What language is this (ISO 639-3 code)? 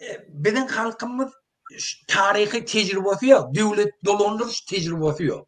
tuk